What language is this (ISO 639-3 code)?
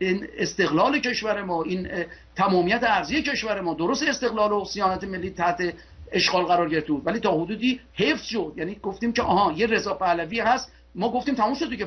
fas